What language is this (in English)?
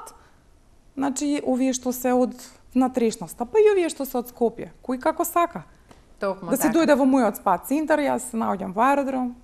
Macedonian